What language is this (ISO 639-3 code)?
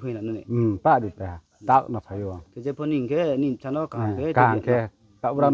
ria